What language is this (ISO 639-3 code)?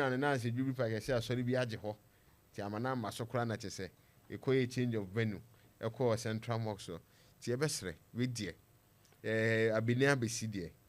aka